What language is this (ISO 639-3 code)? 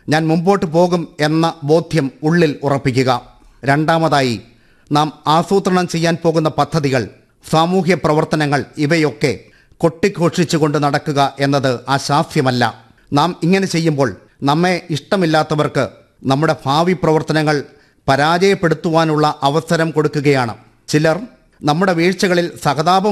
mal